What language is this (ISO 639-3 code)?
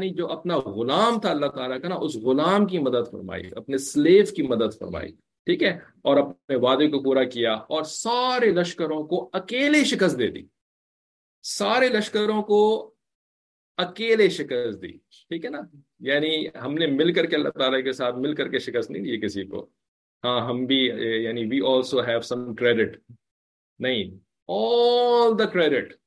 urd